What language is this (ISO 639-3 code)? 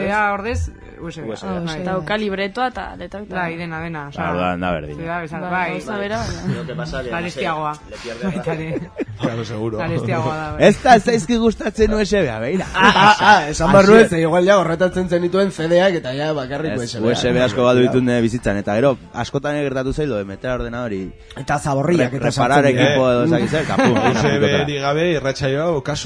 eus